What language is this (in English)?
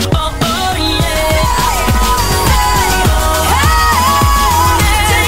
Serbian